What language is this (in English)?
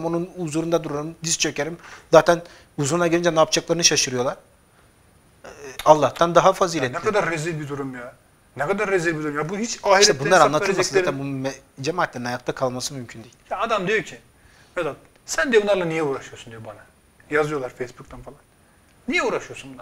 Turkish